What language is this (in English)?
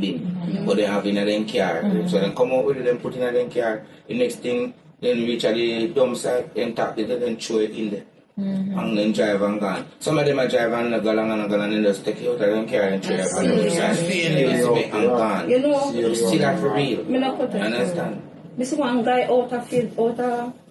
Jamaican Creole English